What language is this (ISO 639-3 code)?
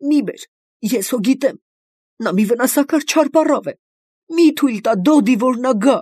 hye